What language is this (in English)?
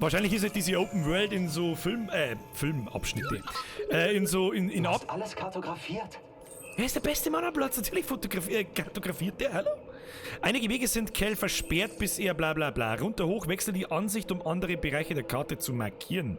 Bavarian